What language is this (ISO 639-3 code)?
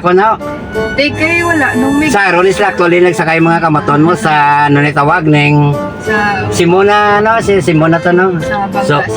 hil